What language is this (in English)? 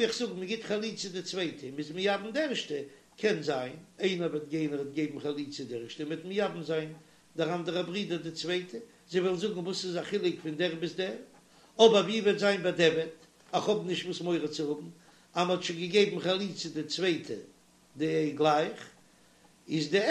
Yiddish